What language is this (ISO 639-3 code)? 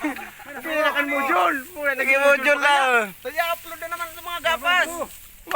bik